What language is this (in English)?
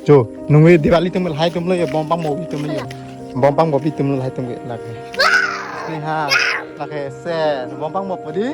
Karbi